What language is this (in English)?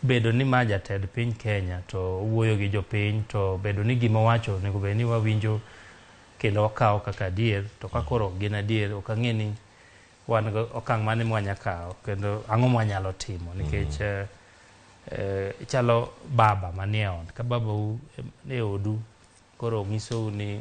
Luo (Kenya and Tanzania)